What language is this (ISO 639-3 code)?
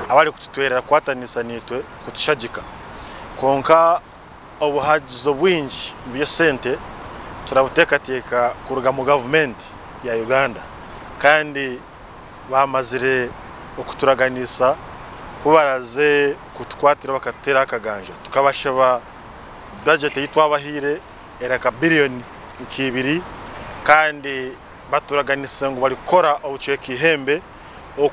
nyn